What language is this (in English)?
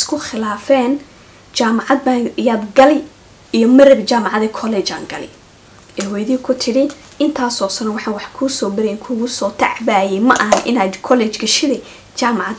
Somali